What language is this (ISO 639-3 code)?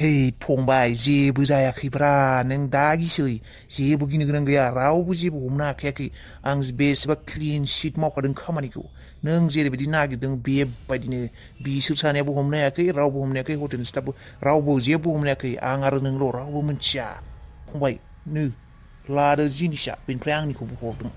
brx